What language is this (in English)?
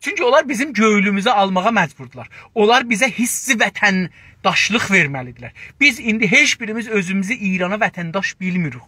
South Azerbaijani